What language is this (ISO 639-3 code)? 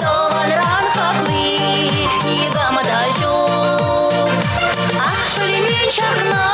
chv